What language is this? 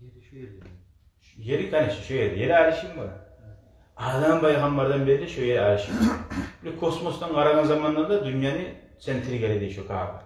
Kumyk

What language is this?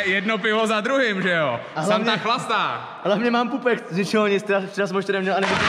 Czech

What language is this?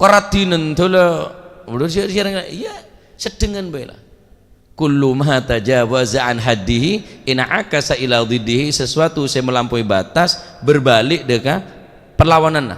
Madurese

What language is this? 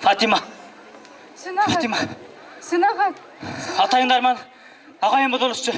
Bashkir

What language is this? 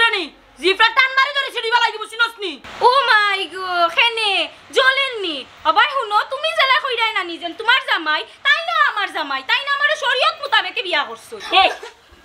Sylheti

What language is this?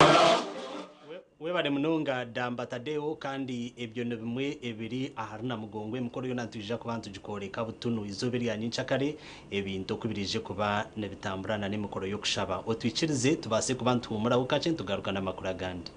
Nyankole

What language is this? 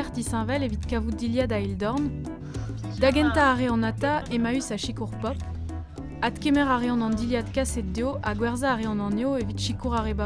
Breton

